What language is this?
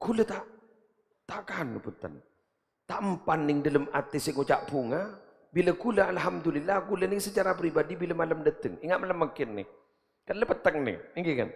Madurese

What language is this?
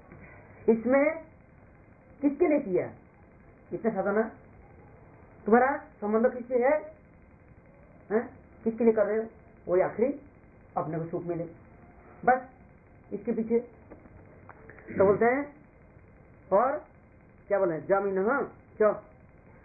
Hindi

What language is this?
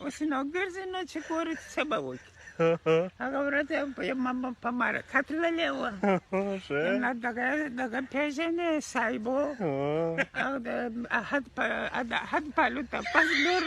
Pashto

